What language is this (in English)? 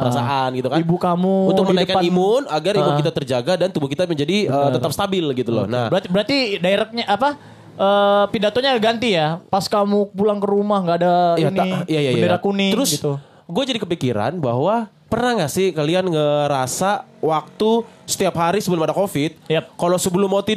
Indonesian